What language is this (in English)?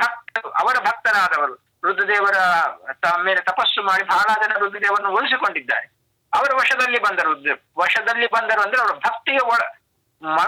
Kannada